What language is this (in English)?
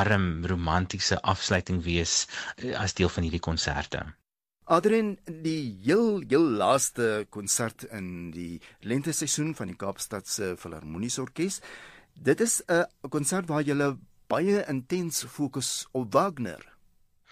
Afrikaans